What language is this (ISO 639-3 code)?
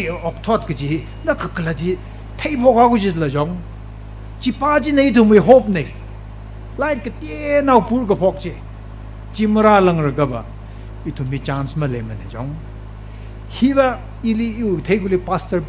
nmf